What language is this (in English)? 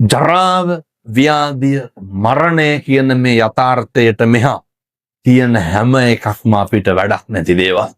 Sinhala